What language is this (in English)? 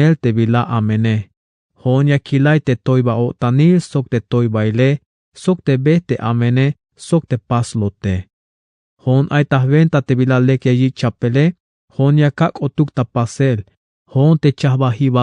Tzeltal